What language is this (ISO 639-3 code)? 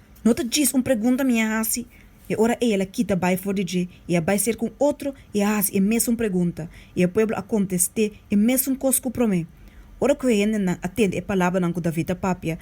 pap